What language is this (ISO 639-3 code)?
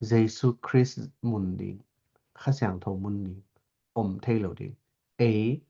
ctd